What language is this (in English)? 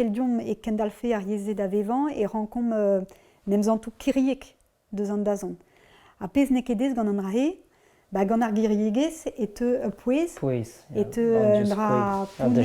Breton